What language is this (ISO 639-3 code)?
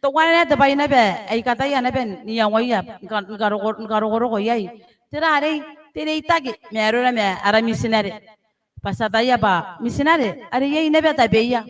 gil